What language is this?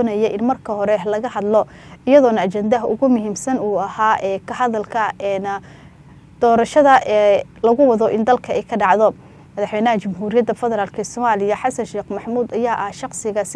Somali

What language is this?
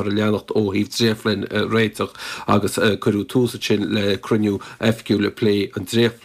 Irish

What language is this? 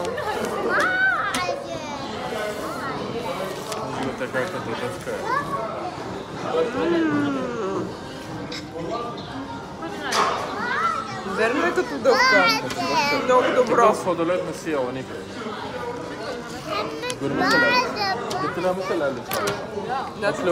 Bulgarian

